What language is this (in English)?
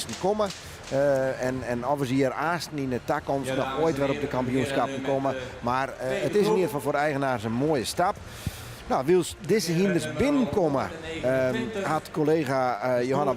Western Frisian